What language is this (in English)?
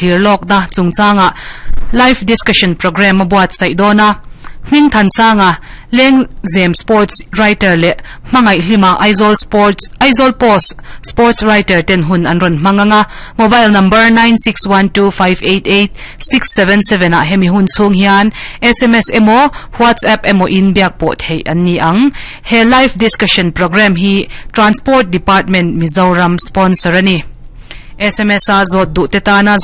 Mizo